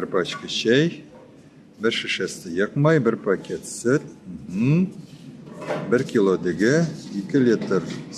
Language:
Tatar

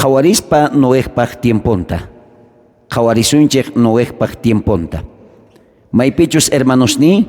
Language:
South Bolivian Quechua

